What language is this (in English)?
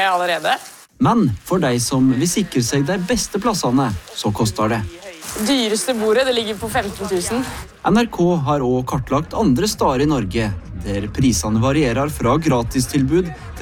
Norwegian